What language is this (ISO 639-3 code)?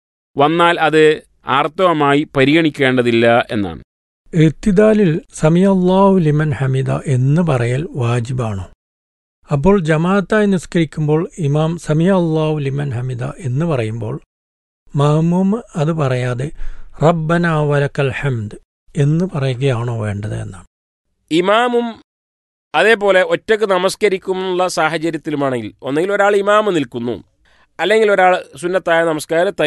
mal